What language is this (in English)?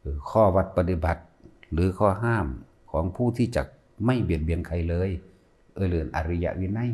Northeastern Thai